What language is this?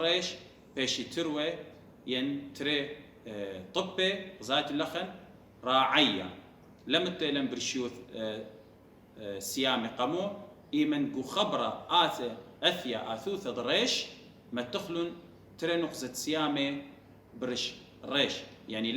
Assyrian Neo-Aramaic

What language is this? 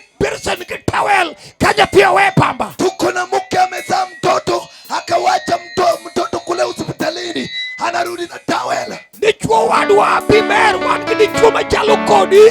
Luo (Kenya and Tanzania)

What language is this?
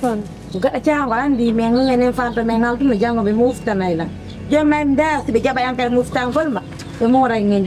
Fula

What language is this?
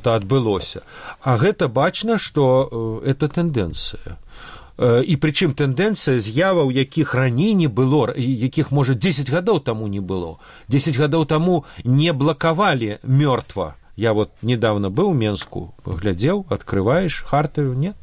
Belarusian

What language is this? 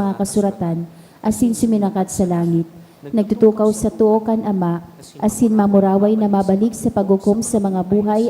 Bikol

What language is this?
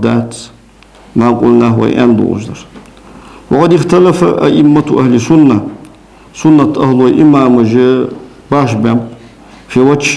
Ingush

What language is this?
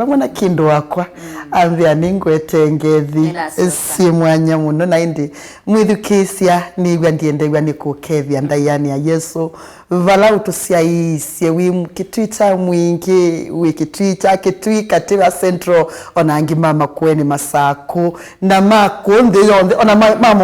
Kamba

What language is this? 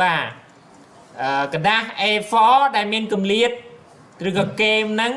Khmer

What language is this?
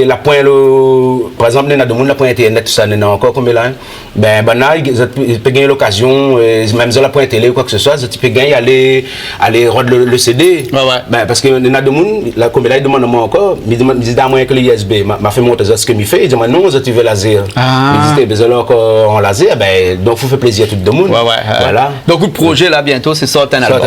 Réunion Creole French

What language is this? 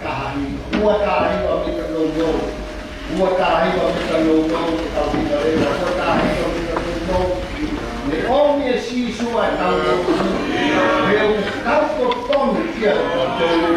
Tongan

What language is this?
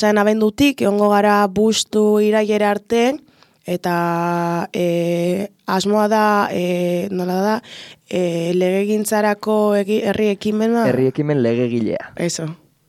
Basque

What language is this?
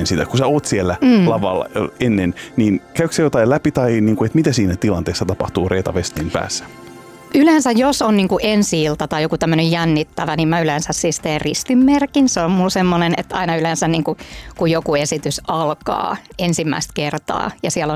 Finnish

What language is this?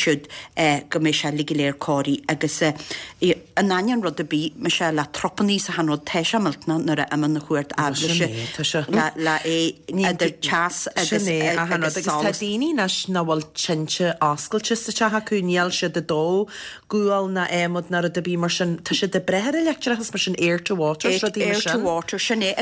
Irish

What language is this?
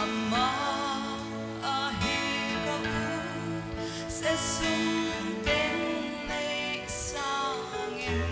Paite Chin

